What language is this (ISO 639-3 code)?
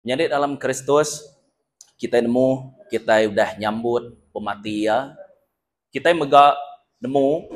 iba